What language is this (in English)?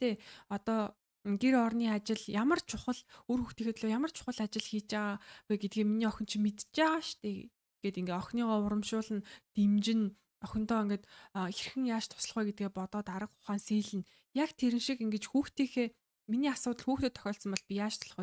Mongolian